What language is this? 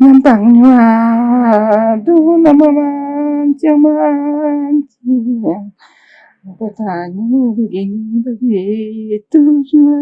Minangkabau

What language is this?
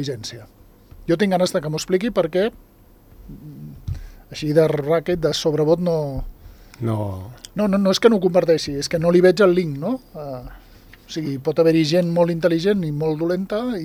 Catalan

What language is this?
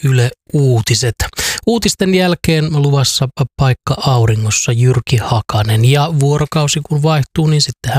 Finnish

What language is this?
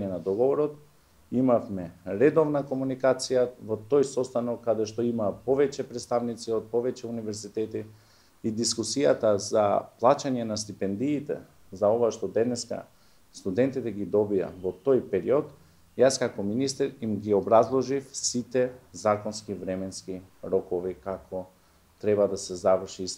Macedonian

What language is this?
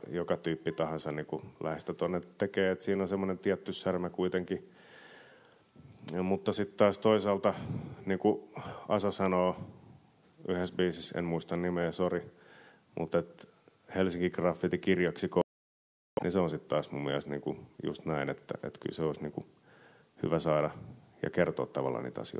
Finnish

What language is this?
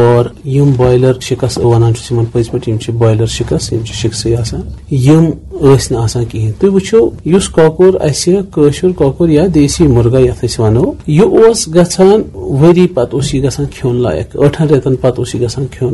Kashmiri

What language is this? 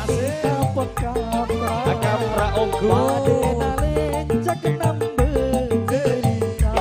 Madurese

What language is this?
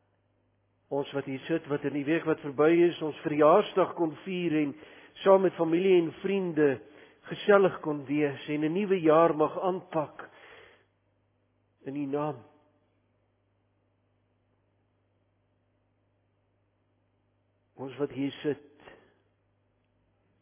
Afrikaans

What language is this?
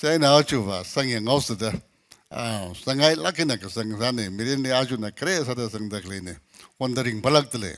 Tangkhul Naga (India)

